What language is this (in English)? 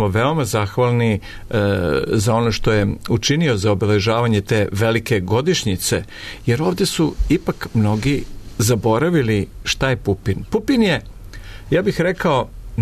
Serbian